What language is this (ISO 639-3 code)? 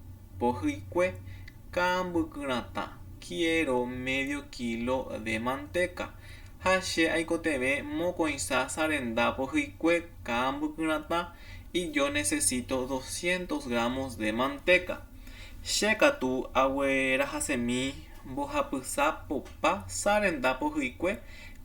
grn